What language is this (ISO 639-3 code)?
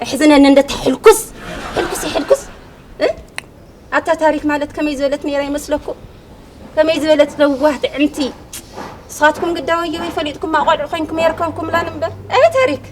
tir